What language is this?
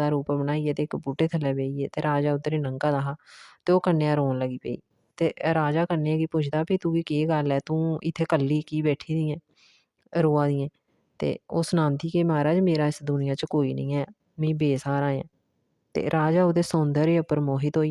Dogri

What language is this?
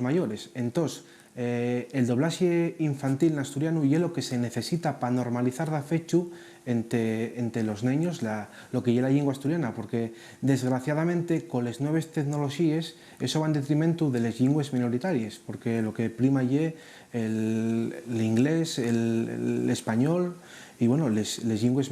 Asturian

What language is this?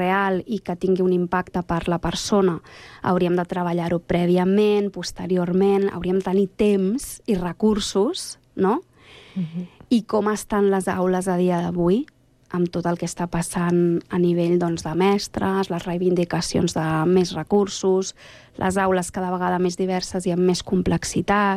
Catalan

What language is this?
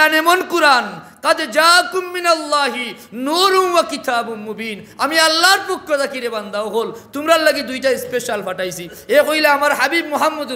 Sylheti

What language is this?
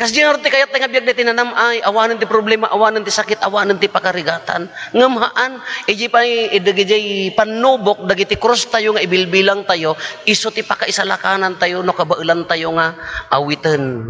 Iloko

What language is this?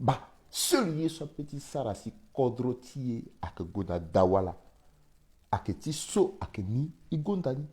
Sango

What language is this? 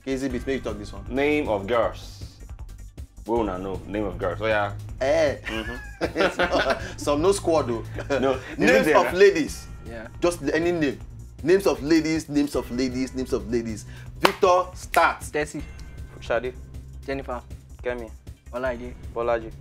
Nigerian Pidgin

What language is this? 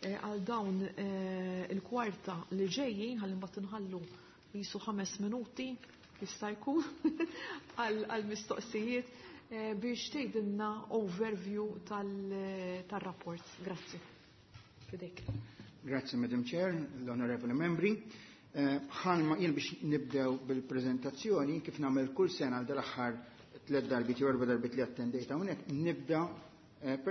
Maltese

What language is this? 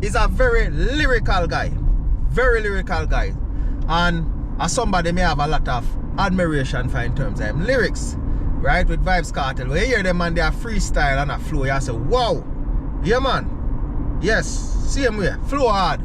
Jamaican Creole English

